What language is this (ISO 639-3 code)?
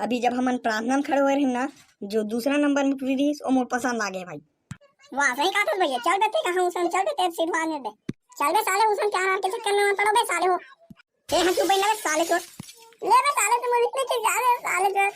hne